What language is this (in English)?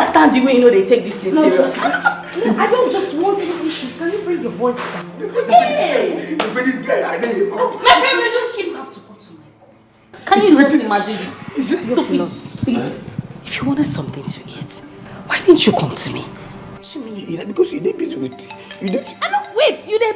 Nigerian Pidgin